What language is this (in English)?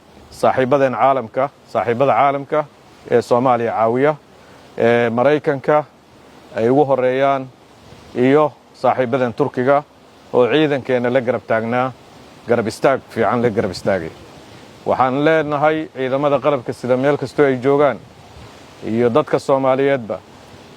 Somali